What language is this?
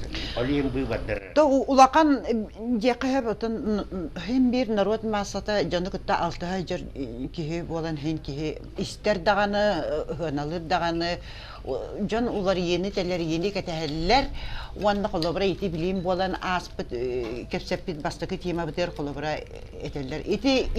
Yakut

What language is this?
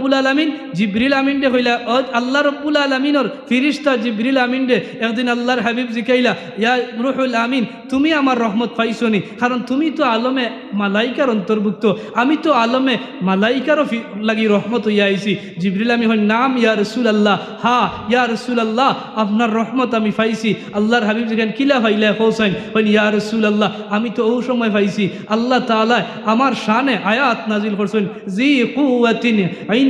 Sylheti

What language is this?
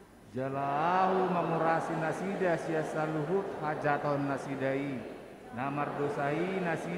Batak Toba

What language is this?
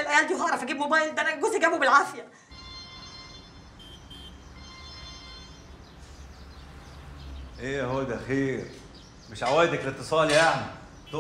Egyptian Arabic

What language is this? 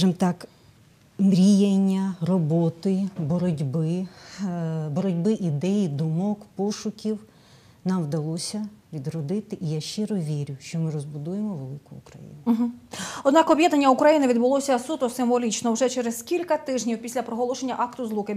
Ukrainian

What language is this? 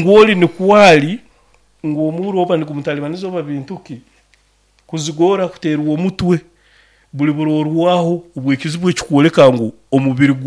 Nyoro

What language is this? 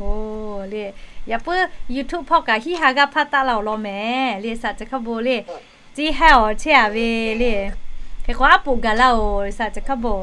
Lahu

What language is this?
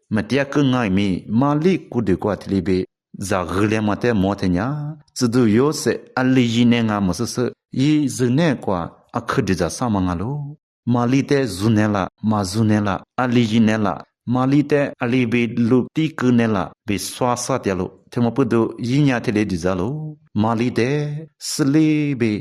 Lisu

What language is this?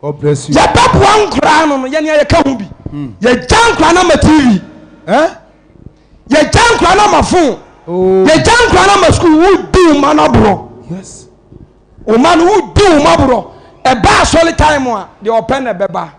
Akan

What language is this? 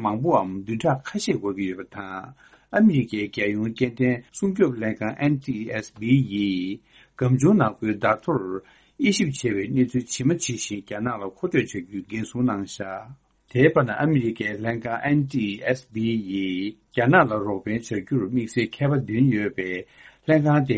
Tibetan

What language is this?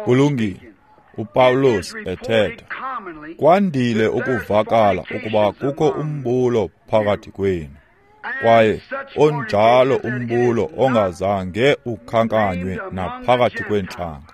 Xhosa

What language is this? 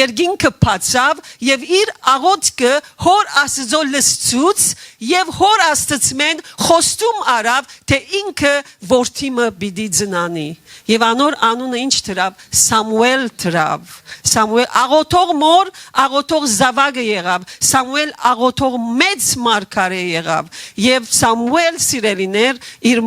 Western Armenian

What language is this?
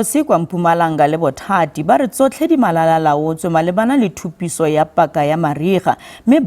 Tswana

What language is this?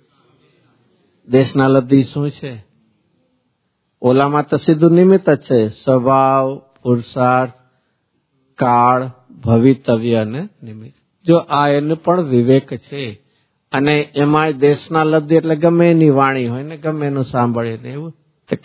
Gujarati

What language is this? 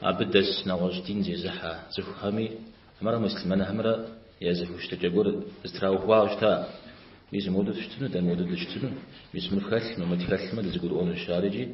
Kabardian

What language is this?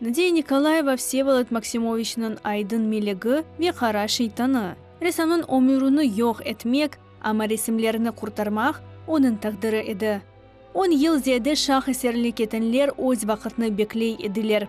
Crimean Tatar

